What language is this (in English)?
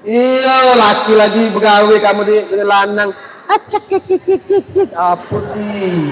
Musi